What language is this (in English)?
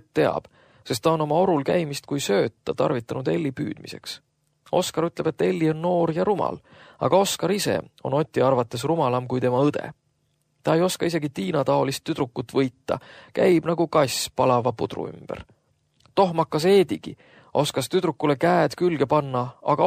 Estonian